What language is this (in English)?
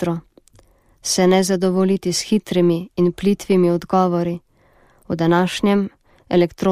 Slovenian